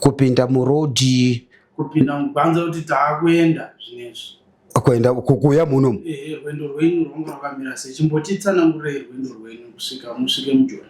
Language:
Shona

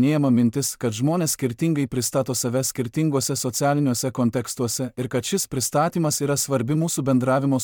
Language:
Lithuanian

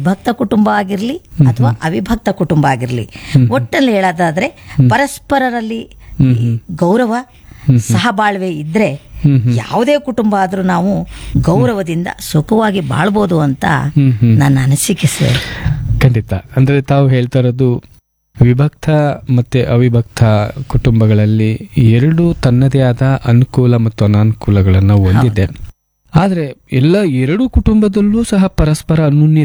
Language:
Kannada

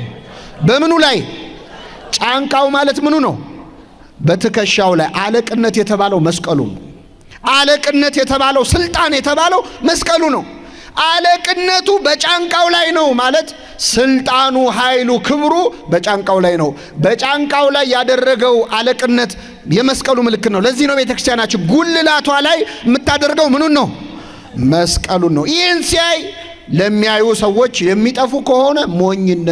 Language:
Amharic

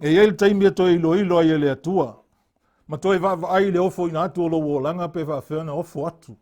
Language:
Samoan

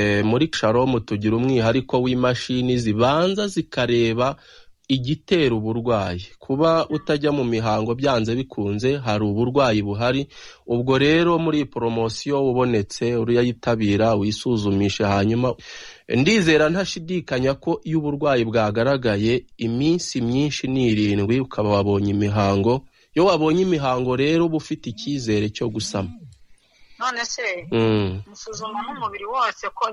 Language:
Kinyarwanda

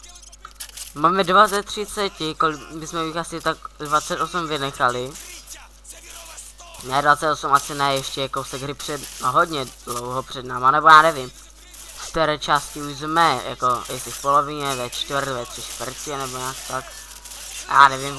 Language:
Czech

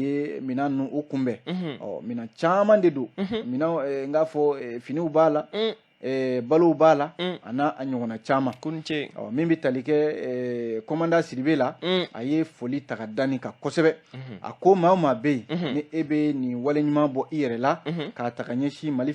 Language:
Bambara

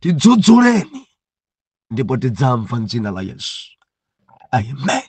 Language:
Nyanja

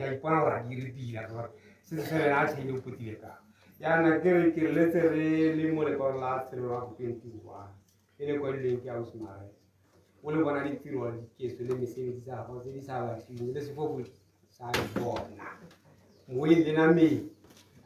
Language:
Tswana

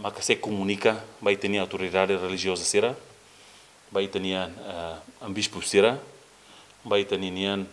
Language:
Tetum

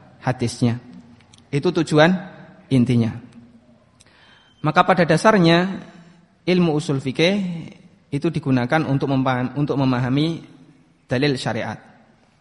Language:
Indonesian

